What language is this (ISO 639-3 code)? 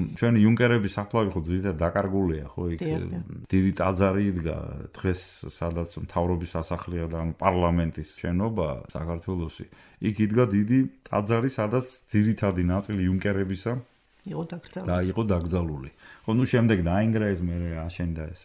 kat